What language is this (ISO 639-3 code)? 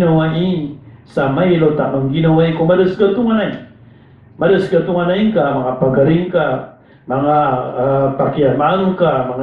mrw